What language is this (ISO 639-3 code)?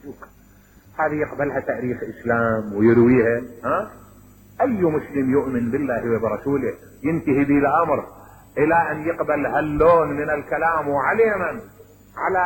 acm